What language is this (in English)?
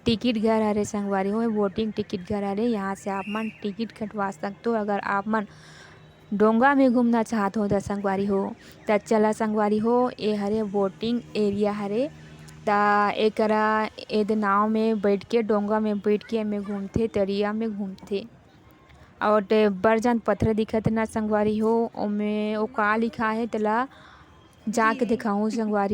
Chhattisgarhi